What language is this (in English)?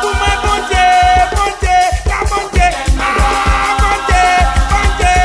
Réunion Creole French